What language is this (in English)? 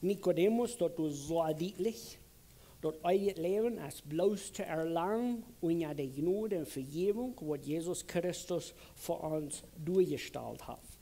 Plautdietsch